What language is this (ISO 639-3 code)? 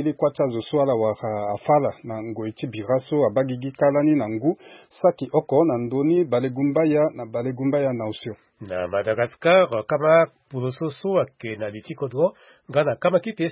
sag